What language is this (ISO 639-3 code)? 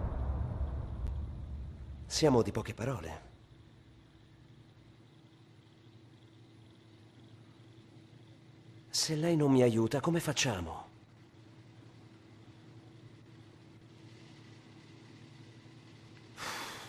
ita